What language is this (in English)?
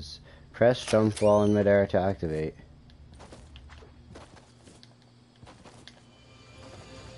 English